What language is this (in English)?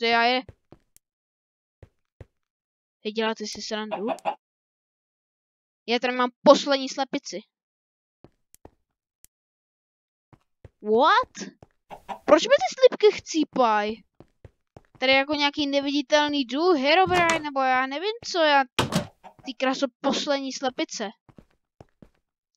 Czech